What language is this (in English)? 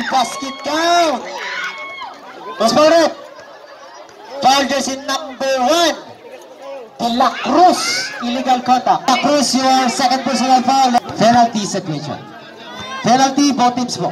Filipino